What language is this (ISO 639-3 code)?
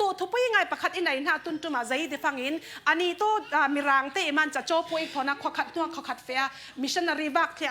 cfm